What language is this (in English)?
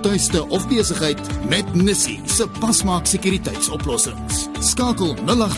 Afrikaans